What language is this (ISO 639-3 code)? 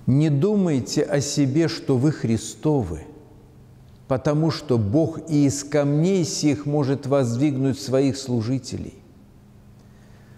rus